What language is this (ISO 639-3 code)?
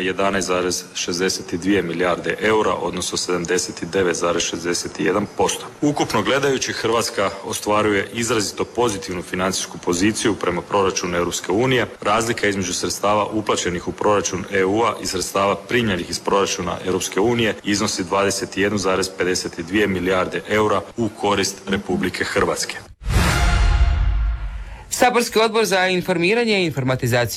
hrv